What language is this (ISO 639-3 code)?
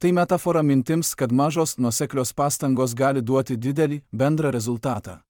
lit